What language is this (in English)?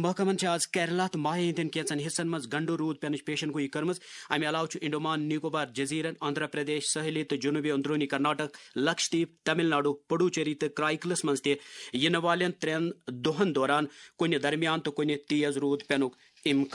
Kashmiri